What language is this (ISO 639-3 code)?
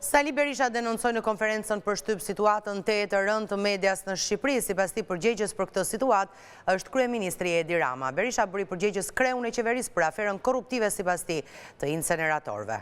sqi